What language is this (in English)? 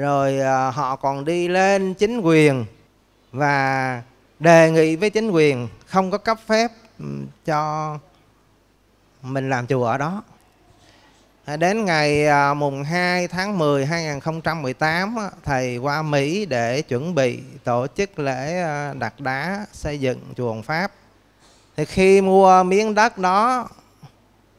Vietnamese